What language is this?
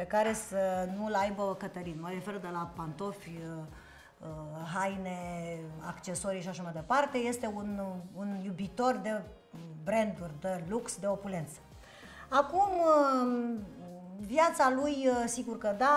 Romanian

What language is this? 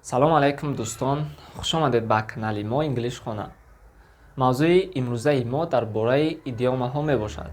Tajik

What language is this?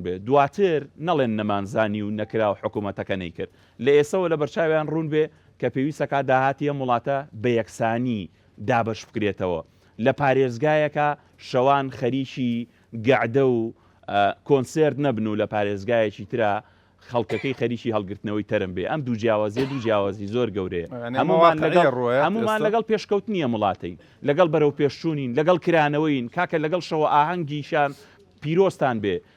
Central Kurdish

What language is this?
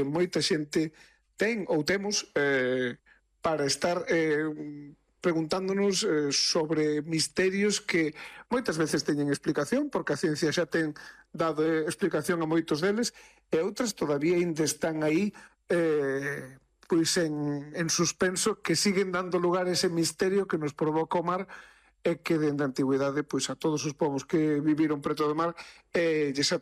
Galician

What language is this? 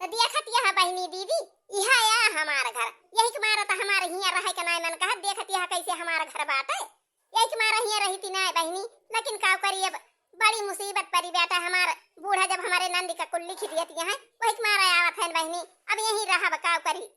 Awadhi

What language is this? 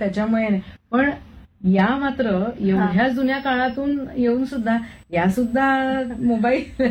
Marathi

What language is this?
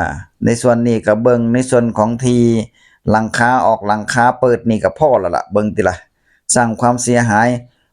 Northeastern Thai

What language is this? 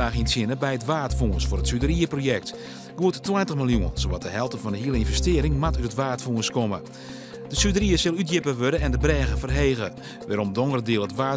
Western Frisian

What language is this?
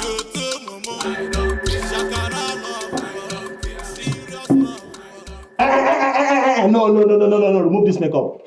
Nigerian Pidgin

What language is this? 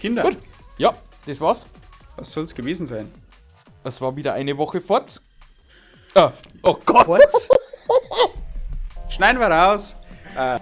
Bavarian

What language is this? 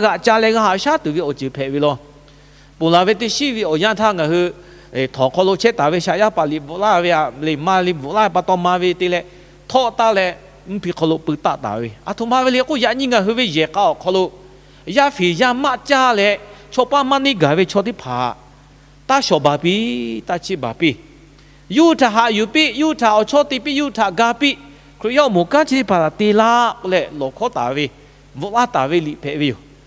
Lahu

